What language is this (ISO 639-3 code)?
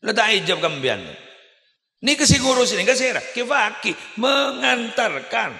mad